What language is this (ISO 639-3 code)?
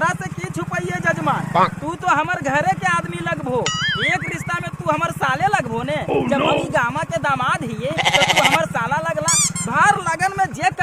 mag